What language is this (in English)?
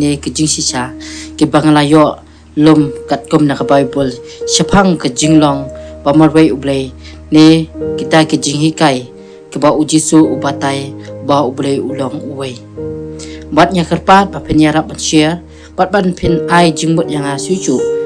Khasi